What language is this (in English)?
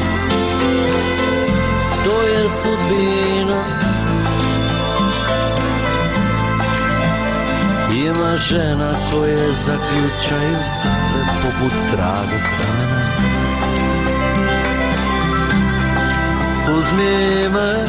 Croatian